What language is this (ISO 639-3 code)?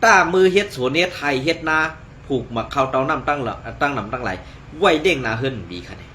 shn